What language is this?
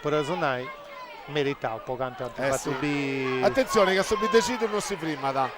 Sardinian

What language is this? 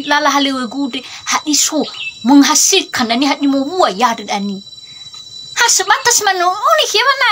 Nias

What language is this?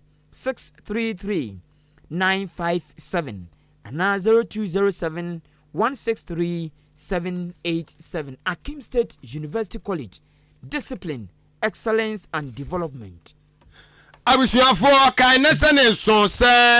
Akan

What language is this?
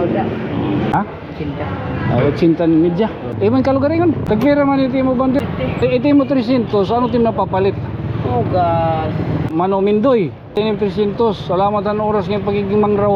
Waray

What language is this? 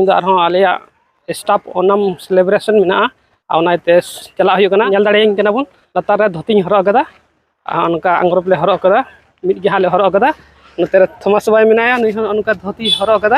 Santali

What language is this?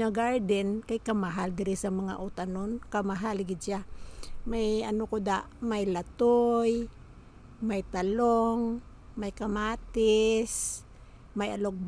Hiligaynon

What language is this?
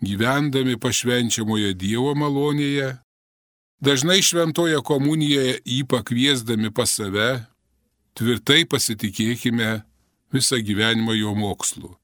Lithuanian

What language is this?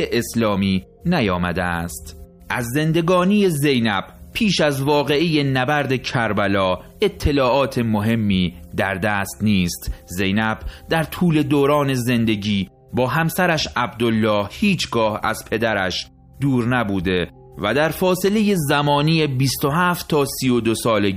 Persian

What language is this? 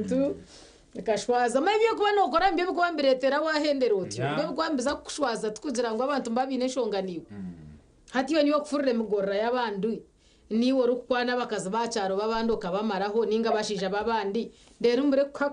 Nyankole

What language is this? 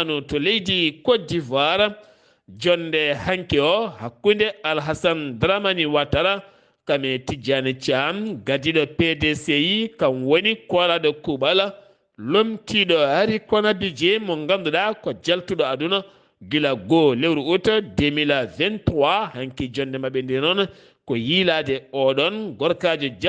Fula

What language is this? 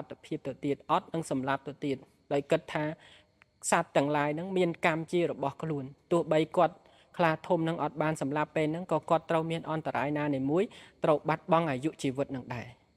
Khmer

